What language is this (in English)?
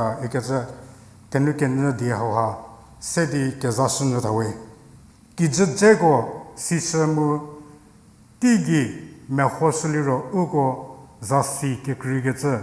Angami Naga